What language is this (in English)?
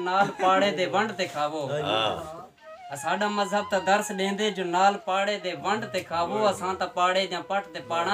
Saraiki